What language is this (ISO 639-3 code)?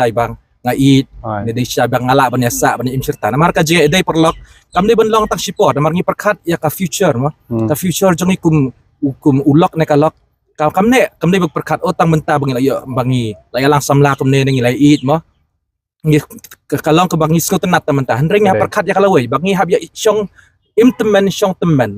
kha